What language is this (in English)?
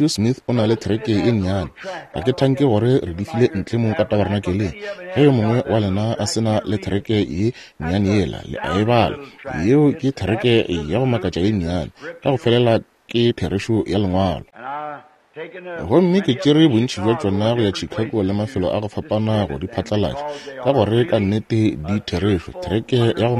Northern Sotho